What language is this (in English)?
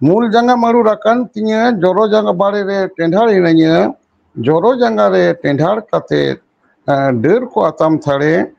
Santali